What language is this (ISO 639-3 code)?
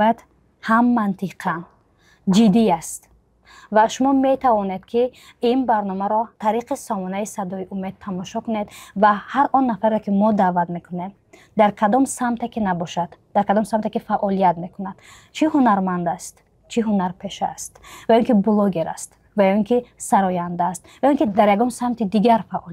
tgk